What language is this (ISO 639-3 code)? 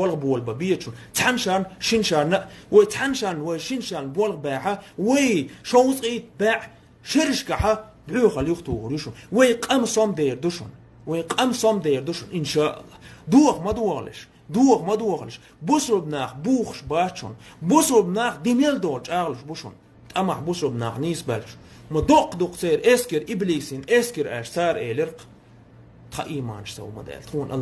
che